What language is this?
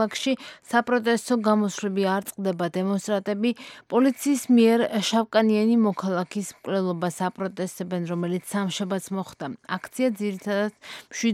Georgian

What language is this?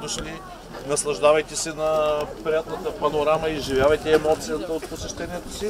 Bulgarian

